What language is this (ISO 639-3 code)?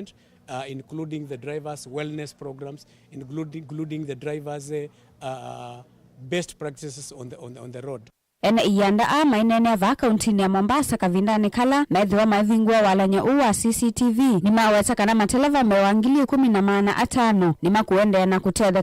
kam